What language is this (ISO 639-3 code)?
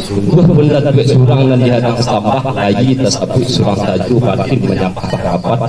min